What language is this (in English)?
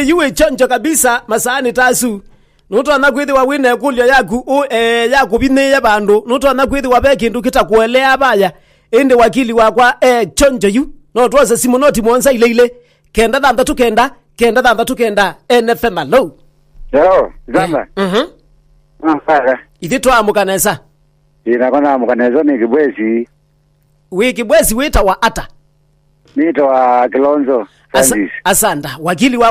Kamba